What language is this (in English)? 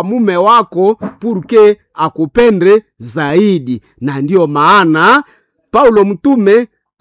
Swahili